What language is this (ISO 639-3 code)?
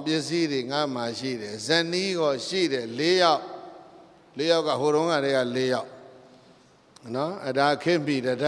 mya